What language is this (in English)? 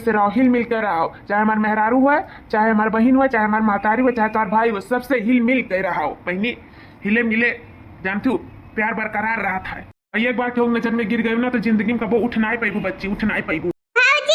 Awadhi